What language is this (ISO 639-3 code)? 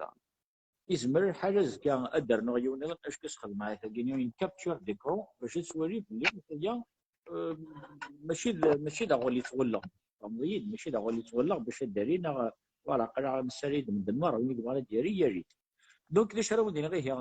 kab